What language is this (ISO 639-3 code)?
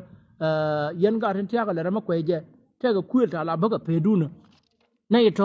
nus